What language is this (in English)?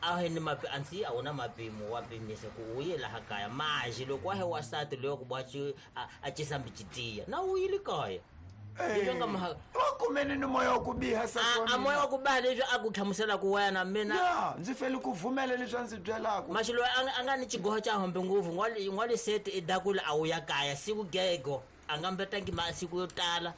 Tsonga